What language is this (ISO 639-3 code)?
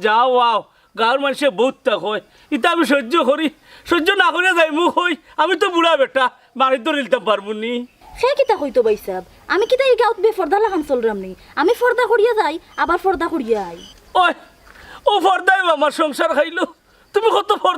syl